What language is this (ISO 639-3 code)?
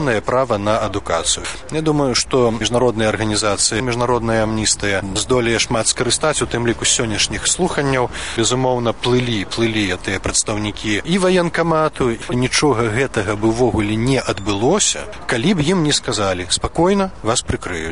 bel